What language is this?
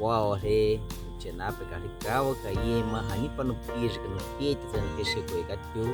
Baniwa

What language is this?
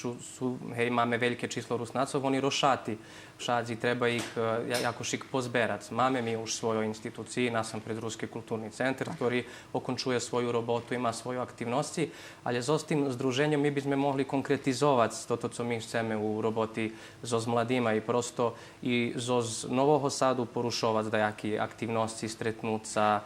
Rusyn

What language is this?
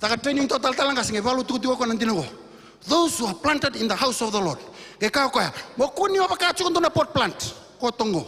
Fijian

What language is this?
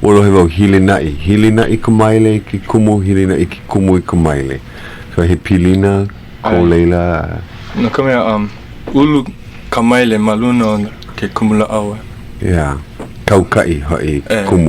Hawaiian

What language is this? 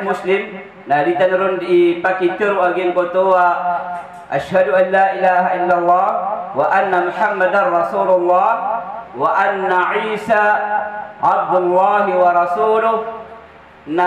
Maranao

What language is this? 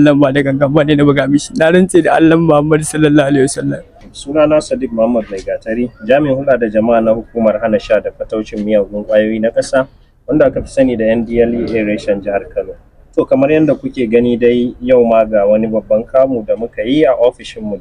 Hausa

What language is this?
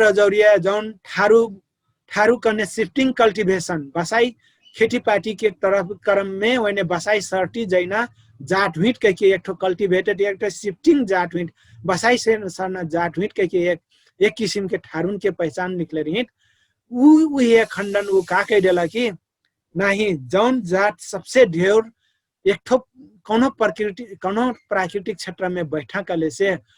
Dangaura Tharu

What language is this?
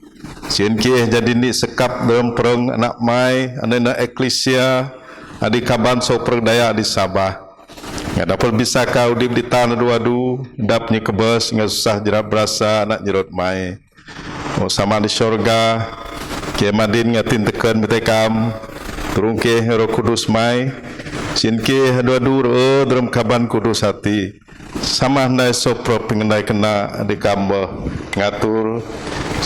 Biatah Bidayuh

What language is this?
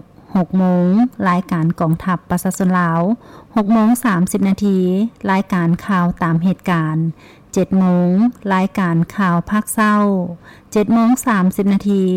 Lao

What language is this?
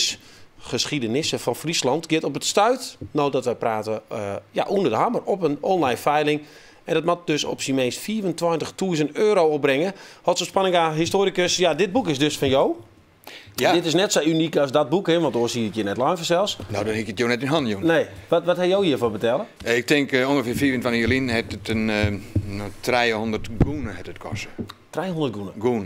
Western Frisian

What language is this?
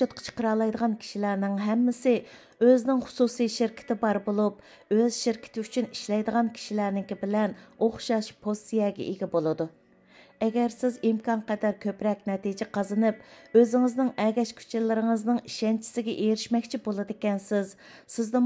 Uyghur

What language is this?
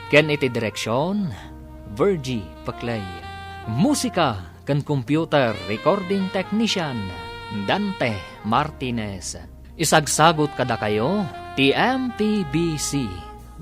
Iloko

